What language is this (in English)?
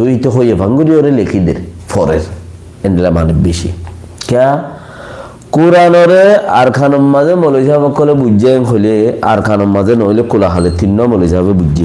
Rohingya